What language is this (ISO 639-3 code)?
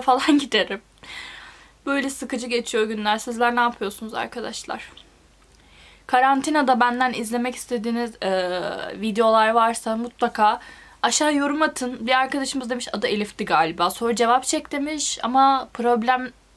tur